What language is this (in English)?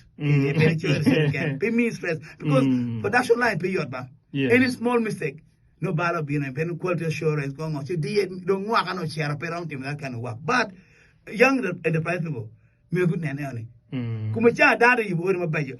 Acoli